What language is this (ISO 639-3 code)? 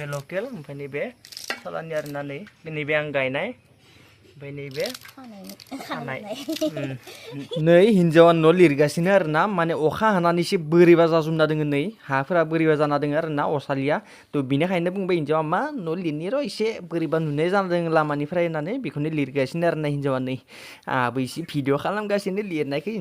brx